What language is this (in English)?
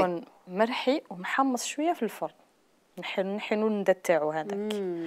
Algerian Arabic